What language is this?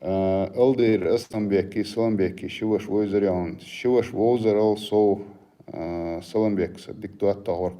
Chechen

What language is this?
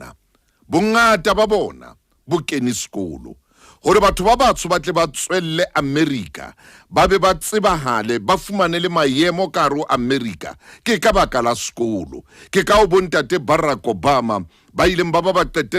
Southern Sotho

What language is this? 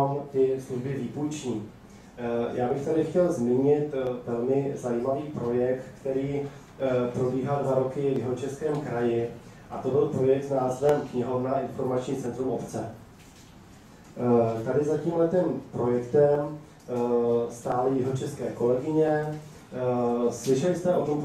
Czech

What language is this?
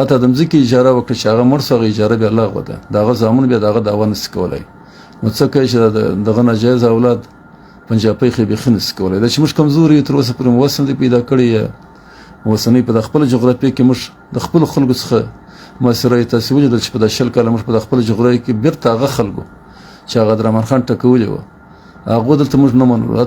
Pashto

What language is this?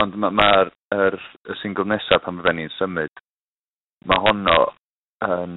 Welsh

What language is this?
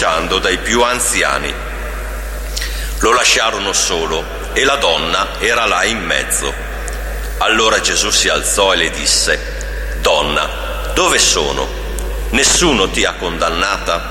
Italian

